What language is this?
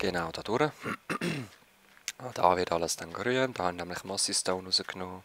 Swiss German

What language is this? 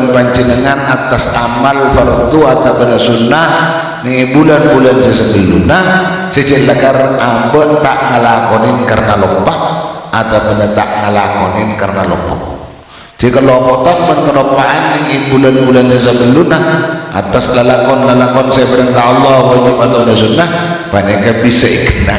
Madurese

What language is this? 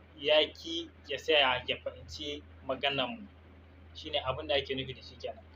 Hausa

